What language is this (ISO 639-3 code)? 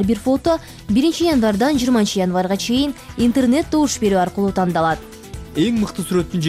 kir